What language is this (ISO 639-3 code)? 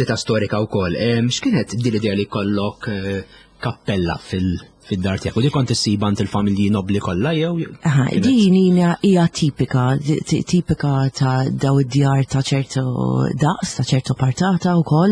mlt